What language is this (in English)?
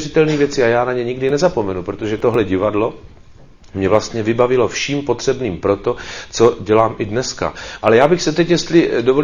Czech